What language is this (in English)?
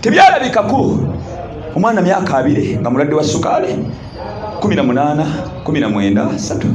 Ganda